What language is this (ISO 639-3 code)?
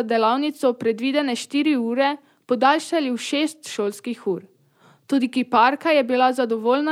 slv